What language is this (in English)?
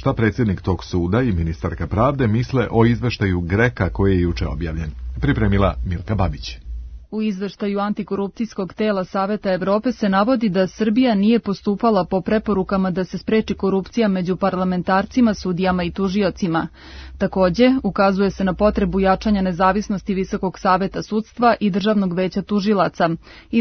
Serbian